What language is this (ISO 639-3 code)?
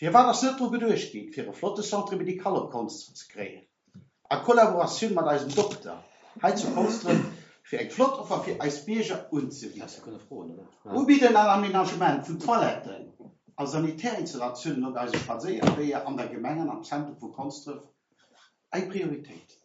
ltz